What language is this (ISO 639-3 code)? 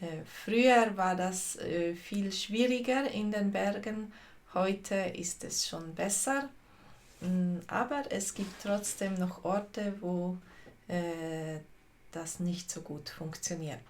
gsw